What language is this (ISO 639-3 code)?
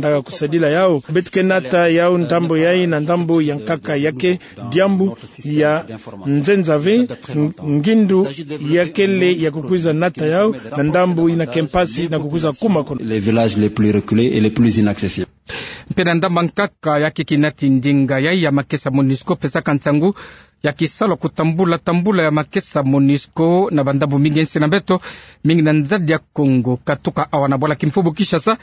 ktu